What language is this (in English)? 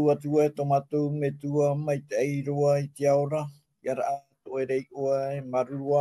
Tahitian